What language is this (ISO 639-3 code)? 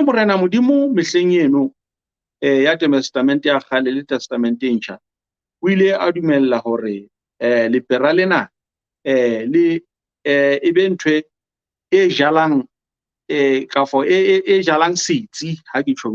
sot